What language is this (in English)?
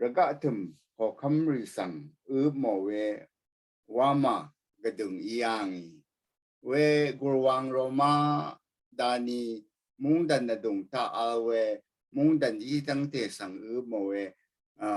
Rawang